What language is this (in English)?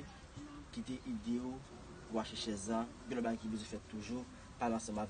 Haitian Creole